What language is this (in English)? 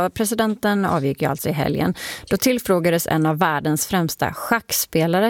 Swedish